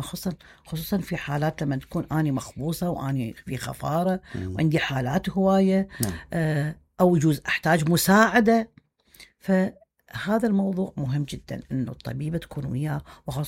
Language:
Mesopotamian Arabic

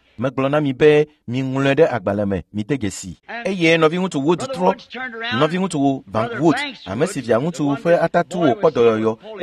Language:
Ewe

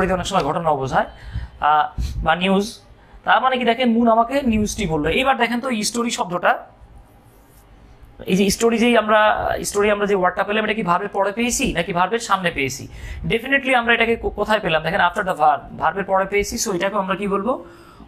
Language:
Bangla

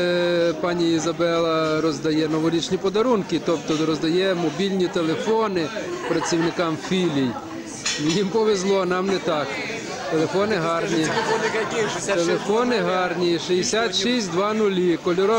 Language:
Ukrainian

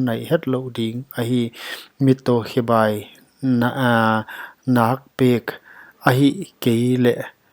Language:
Paite Chin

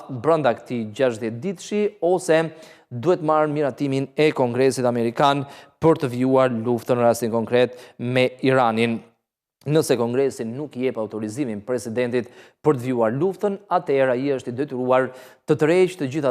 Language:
Albanian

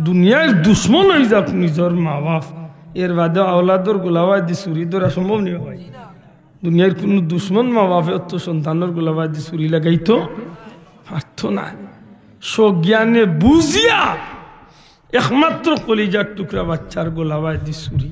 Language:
Sylheti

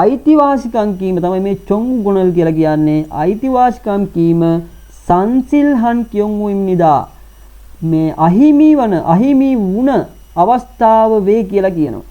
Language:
Sinhala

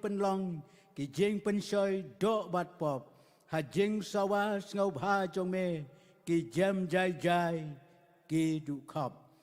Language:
Khasi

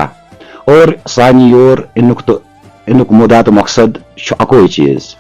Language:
Kashmiri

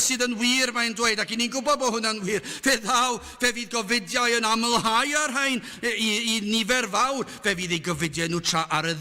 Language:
Welsh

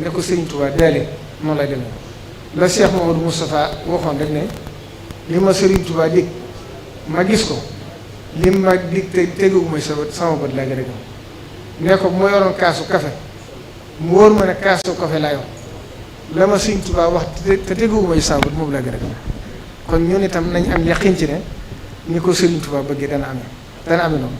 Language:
Wolof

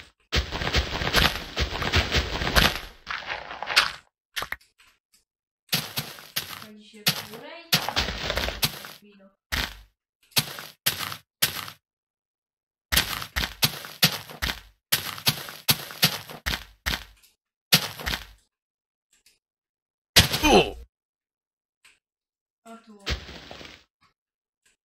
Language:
Polish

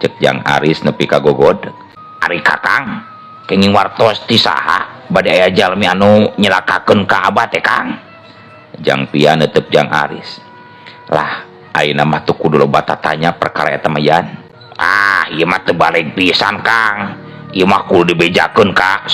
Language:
Sundanese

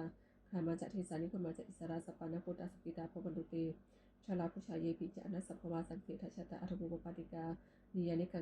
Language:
Pali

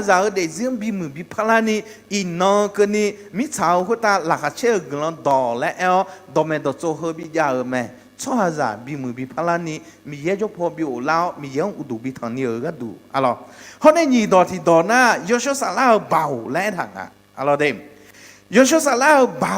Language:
Akha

